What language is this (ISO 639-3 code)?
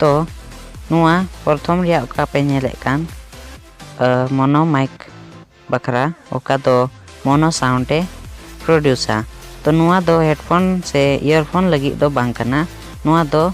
sat